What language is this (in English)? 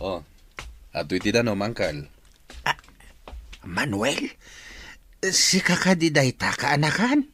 Iloko